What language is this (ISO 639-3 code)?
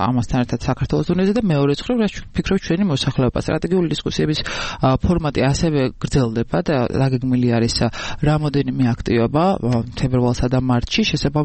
kat